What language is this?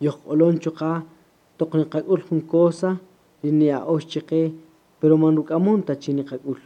Kaqchikel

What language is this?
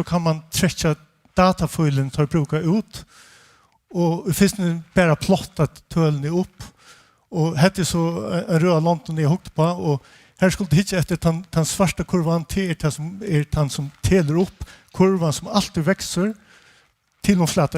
Faroese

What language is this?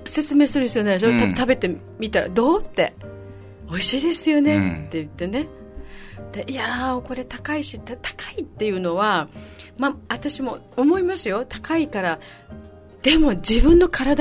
Japanese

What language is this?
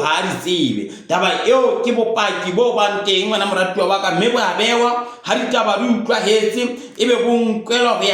Southern Sotho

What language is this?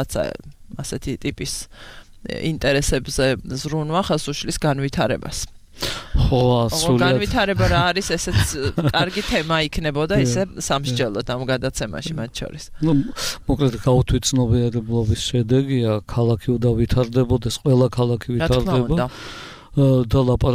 Georgian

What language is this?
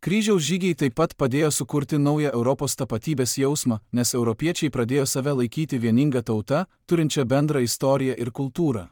Lithuanian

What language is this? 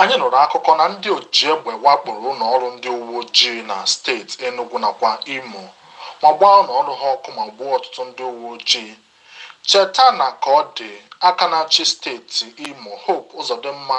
Igbo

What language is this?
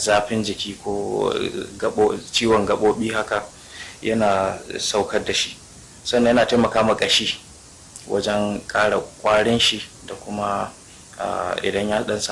Hausa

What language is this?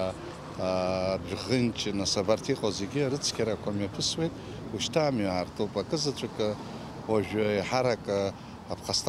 Abkhazian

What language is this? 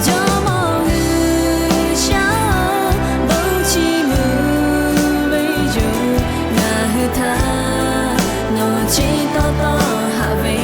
Lahu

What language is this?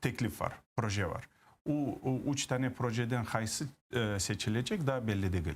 Crimean Tatar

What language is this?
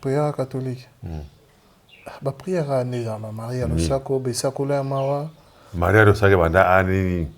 Lingala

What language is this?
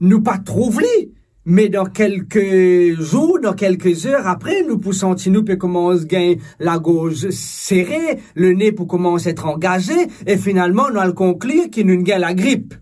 Morisyen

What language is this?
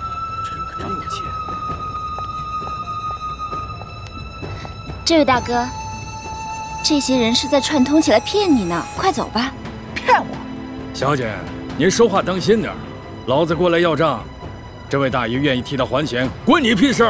Chinese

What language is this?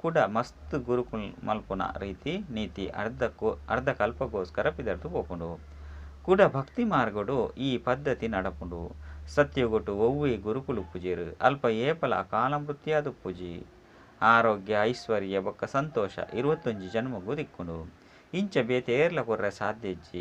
Tulu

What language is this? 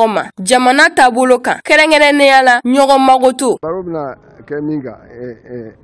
Bambara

